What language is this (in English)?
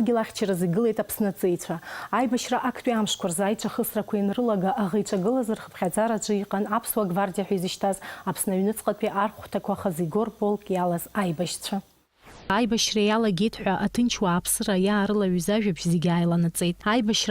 Abkhazian